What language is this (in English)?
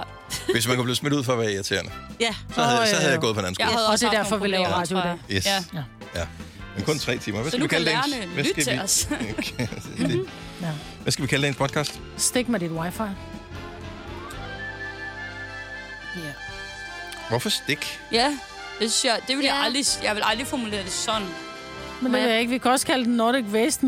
Danish